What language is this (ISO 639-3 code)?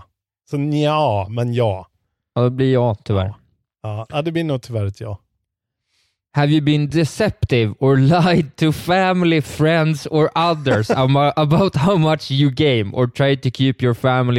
swe